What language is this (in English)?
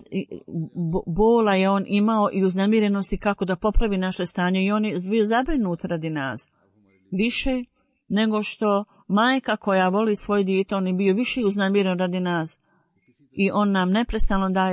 Bosnian